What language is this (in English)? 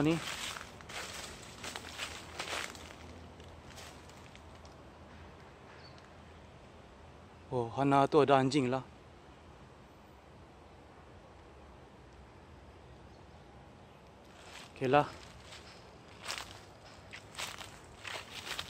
Malay